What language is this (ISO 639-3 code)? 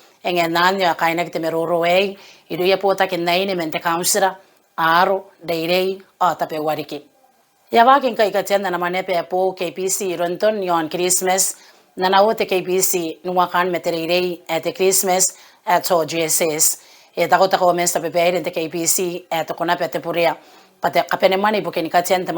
gil